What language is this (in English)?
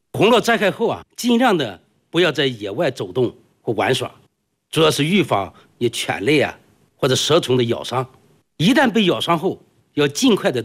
Chinese